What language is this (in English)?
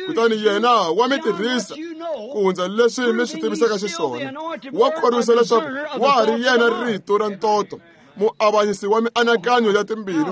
Tsonga